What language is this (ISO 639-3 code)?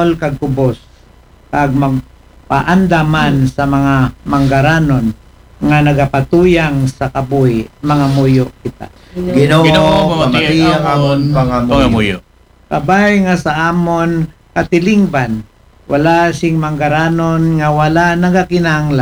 akl